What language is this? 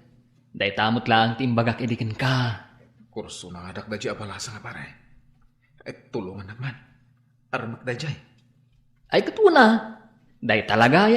Iloko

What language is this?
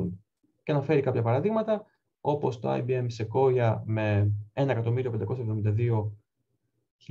Greek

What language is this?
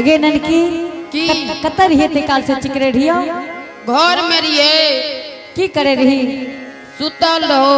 Angika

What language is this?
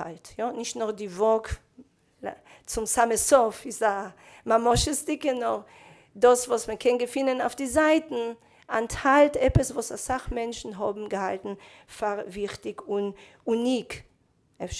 Yiddish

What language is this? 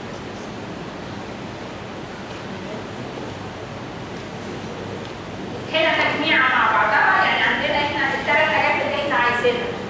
Egyptian Arabic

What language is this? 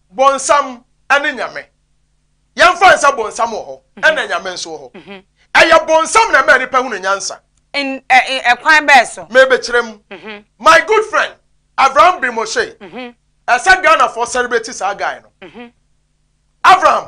Akan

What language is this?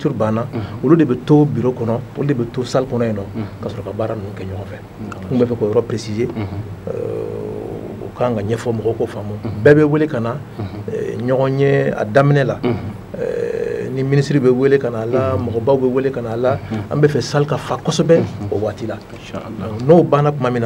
Bambara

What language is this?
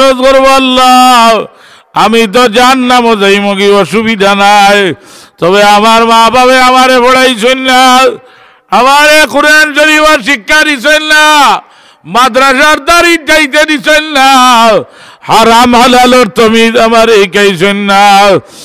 Sylheti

